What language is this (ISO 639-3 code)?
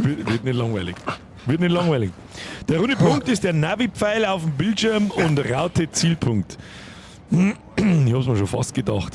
bar